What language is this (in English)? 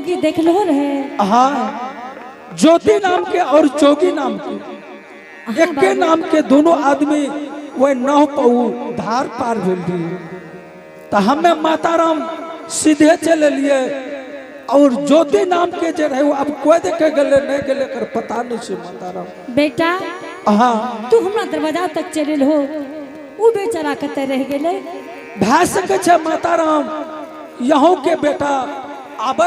Angika